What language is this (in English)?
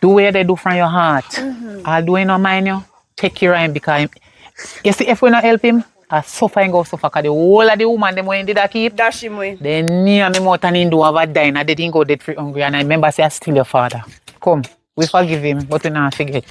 Jamaican Creole English